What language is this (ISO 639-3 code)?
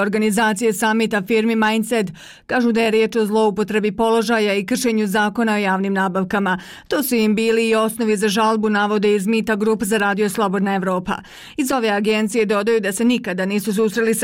bos